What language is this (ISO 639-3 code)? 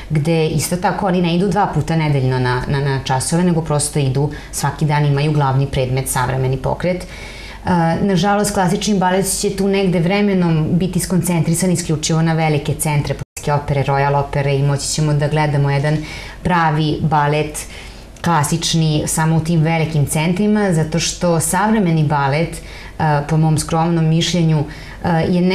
srp